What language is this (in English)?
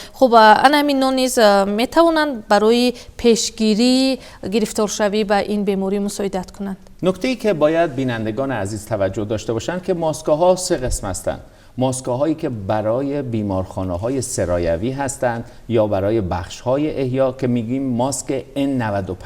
Persian